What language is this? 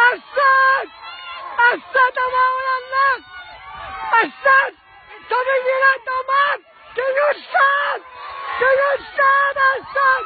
Kalaallisut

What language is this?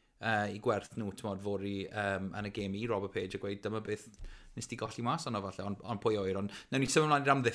Welsh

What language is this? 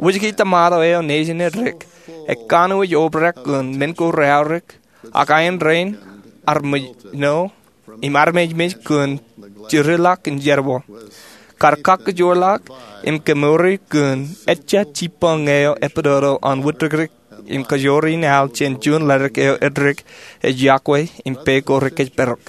Marshallese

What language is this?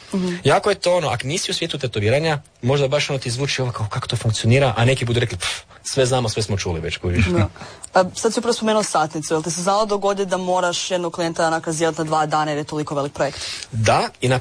Croatian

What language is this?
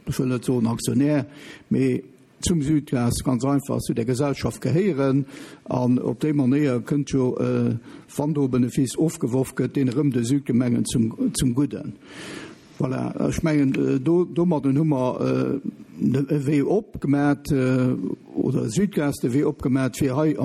Luxembourgish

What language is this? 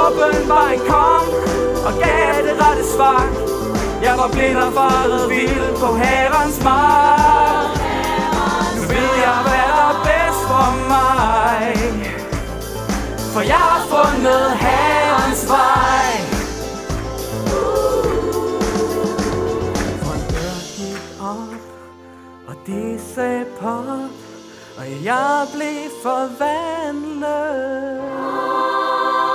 Danish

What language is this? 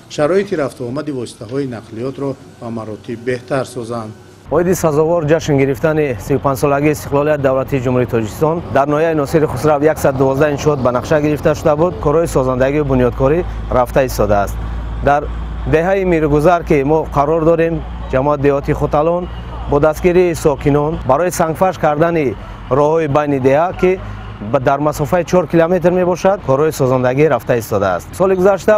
Tajik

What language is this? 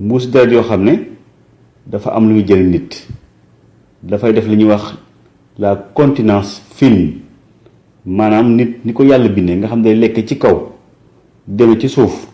Wolof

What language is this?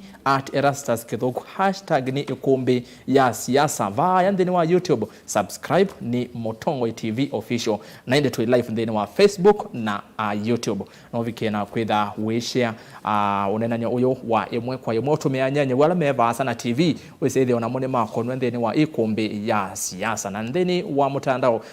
Kamba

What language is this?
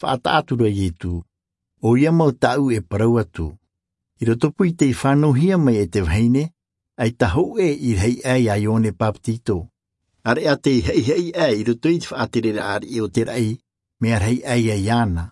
Tahitian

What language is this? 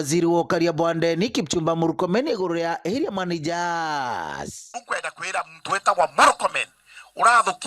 Meru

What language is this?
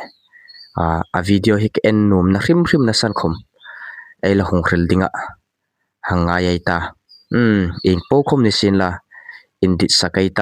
Hmar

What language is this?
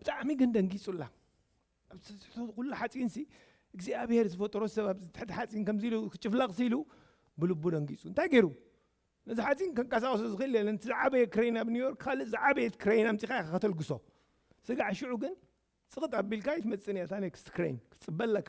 Tigrinya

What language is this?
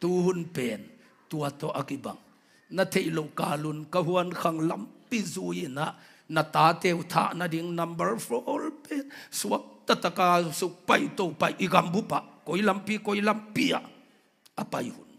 Tedim Chin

